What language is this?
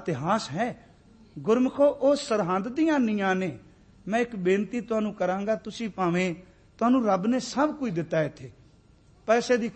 Punjabi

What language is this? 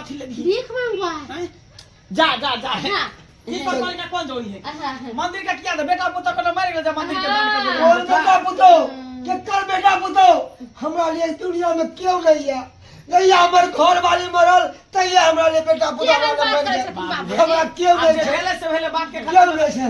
Maithili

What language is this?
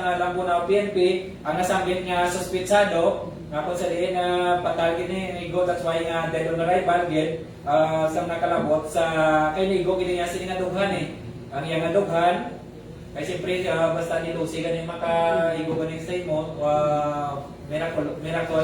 Hiligaynon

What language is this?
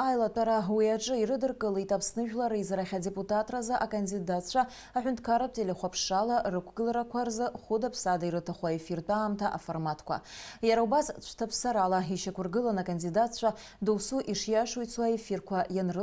Abkhazian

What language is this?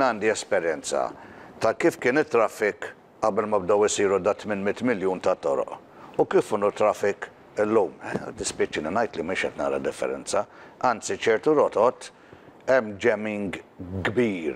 Maltese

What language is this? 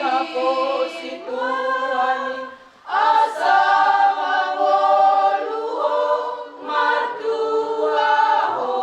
Batak Toba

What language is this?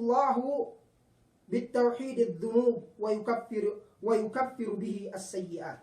Yakan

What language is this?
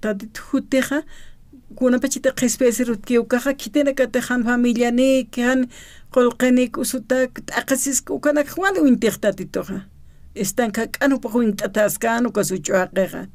Aymara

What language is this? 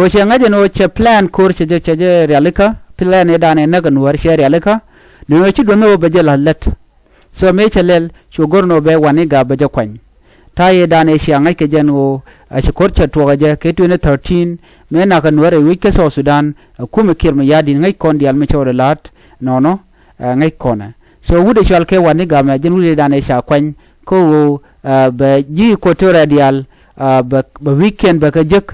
Nuer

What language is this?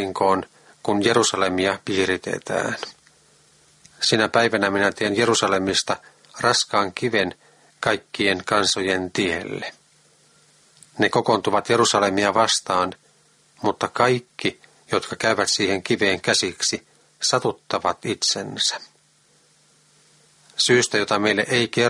Finnish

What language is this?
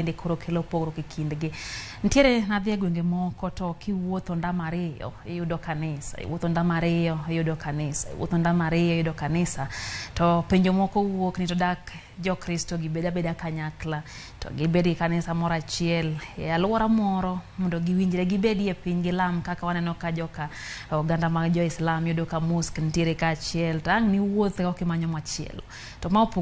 Luo (Kenya and Tanzania)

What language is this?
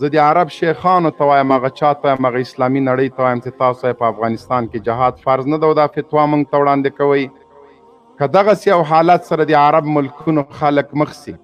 Pashto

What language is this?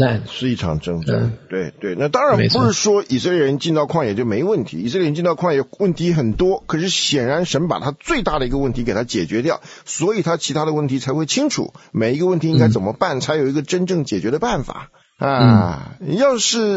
Chinese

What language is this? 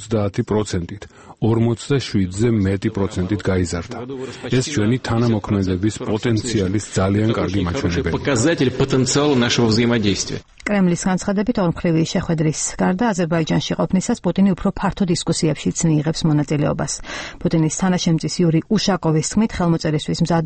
Georgian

